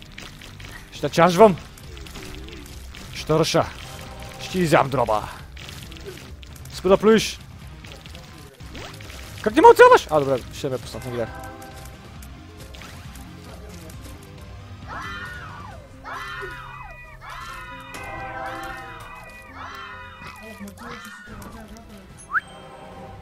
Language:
Bulgarian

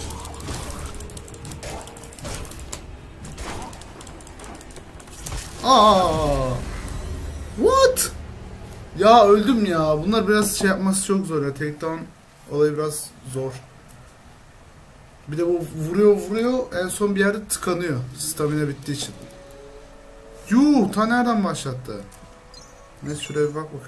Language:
Turkish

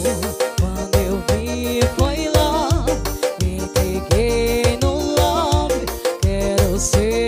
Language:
Portuguese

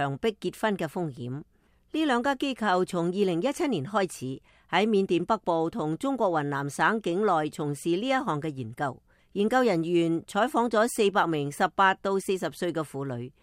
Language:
Cantonese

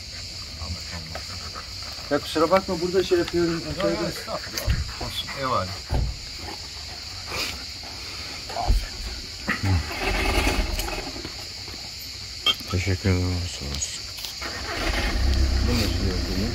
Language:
Turkish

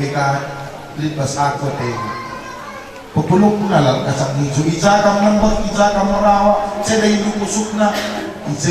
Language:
Batak Karo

